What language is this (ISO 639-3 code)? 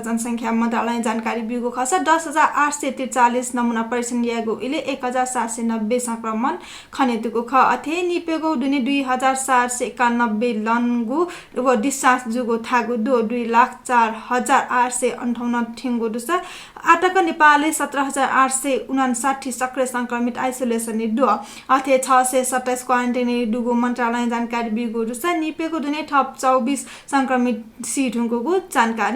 new